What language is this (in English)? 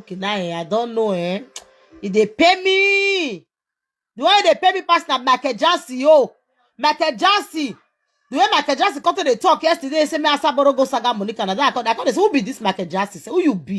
Nigerian Pidgin